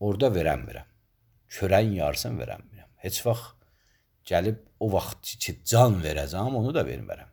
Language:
Azerbaijani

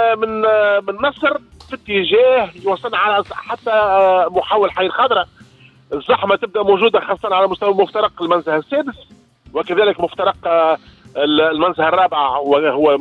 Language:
Tunisian Arabic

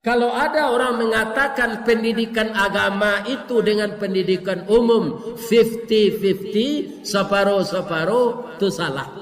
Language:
Minangkabau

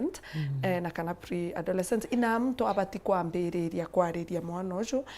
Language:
Meru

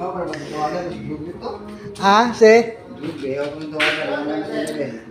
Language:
Cebuano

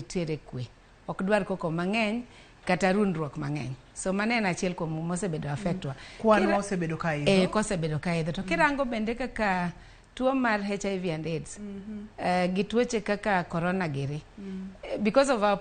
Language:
Luo (Kenya and Tanzania)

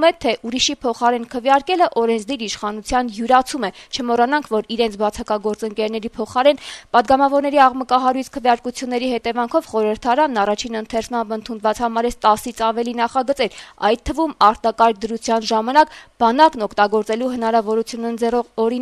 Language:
Armenian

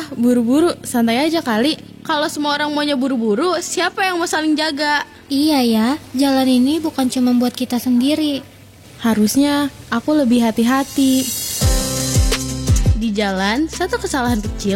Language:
Indonesian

